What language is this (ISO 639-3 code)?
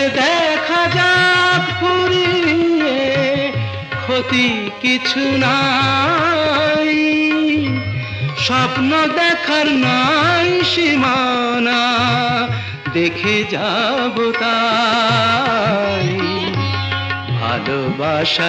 ben